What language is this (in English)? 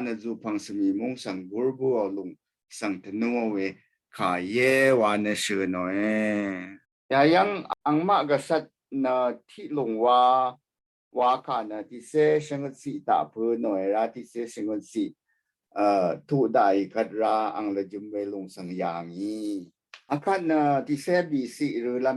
Rawang